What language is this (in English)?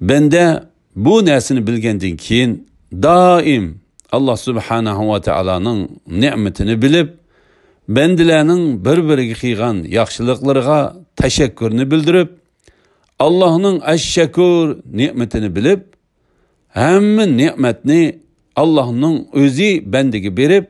Uyghur